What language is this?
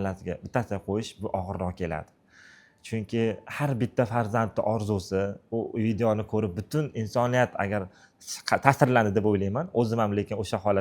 Uzbek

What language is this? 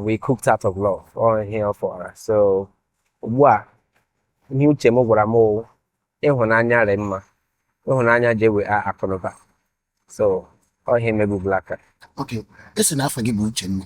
Igbo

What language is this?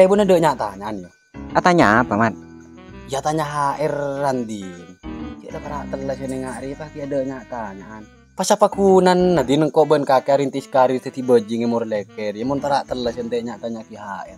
Madurese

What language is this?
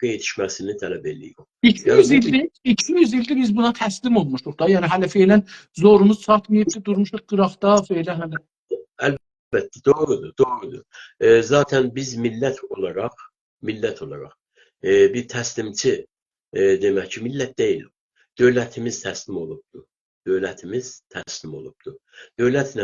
South Azerbaijani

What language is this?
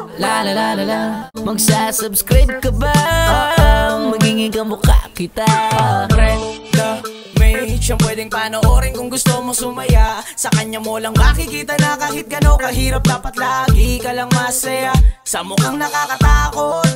Filipino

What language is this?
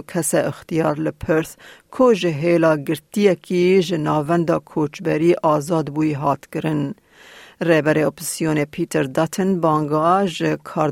Kurdish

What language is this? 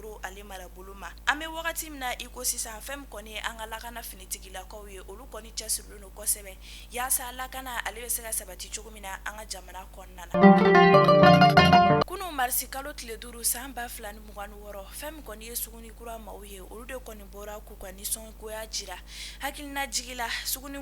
Bambara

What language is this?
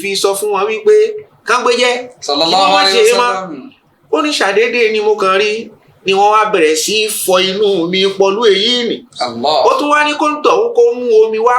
Yoruba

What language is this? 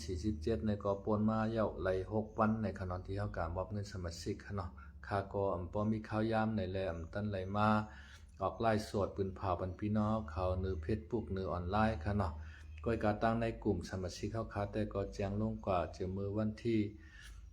Shan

